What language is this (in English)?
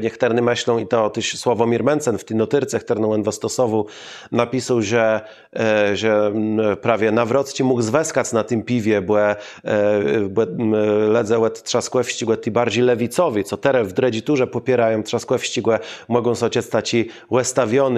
Kashubian